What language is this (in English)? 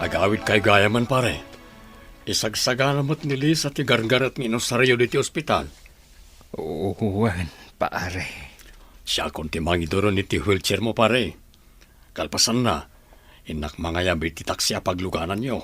Iloko